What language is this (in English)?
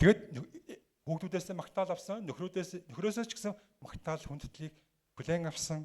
Mongolian